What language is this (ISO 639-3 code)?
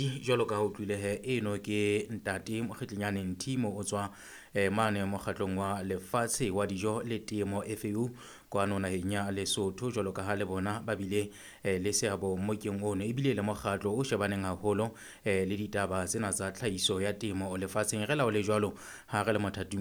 sot